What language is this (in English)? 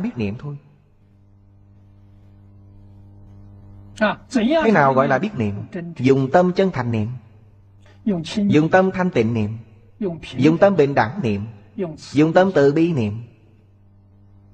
Vietnamese